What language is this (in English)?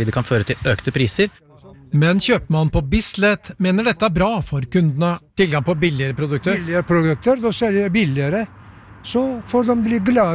Norwegian